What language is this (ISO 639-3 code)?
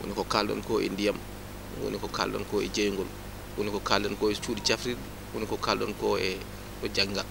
ful